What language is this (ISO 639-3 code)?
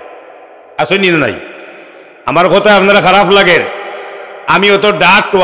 syl